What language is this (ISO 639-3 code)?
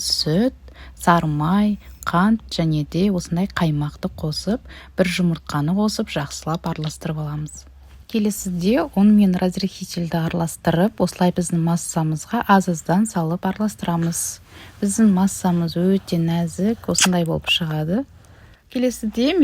kaz